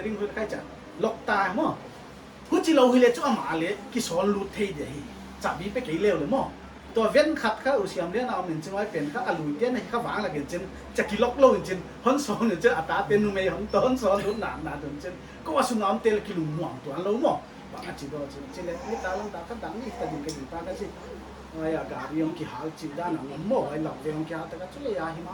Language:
Paite Chin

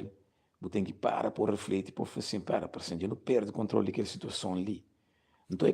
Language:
Kabuverdianu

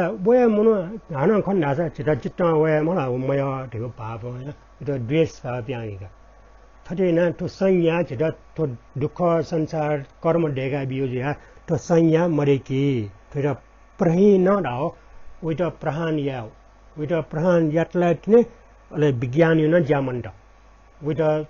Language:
Newari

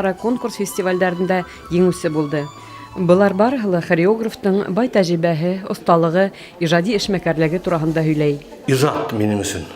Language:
Bashkir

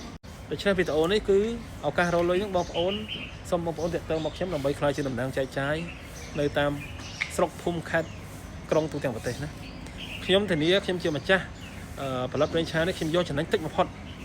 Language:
Khmer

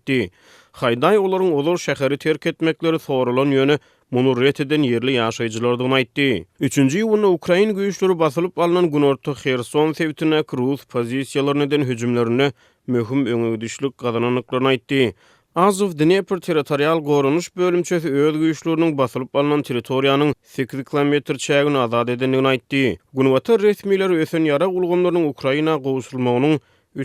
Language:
Turkmen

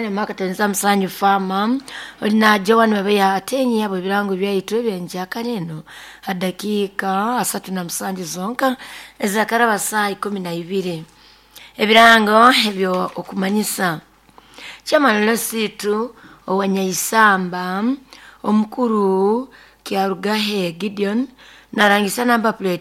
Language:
Nyoro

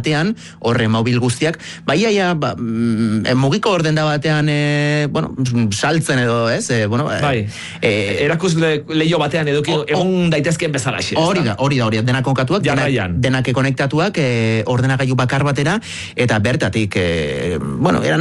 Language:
Basque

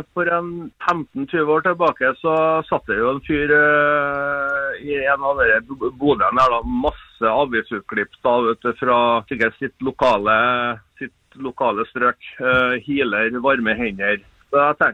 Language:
Norwegian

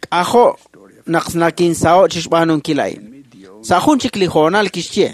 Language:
Kekchí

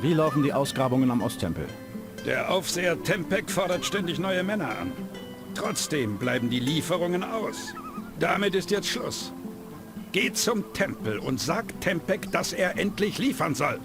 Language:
Bavarian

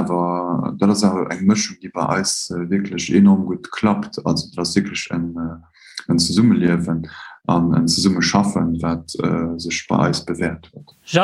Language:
Luxembourgish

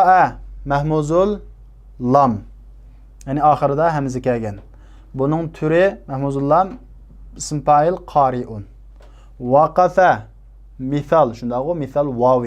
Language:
Uyghur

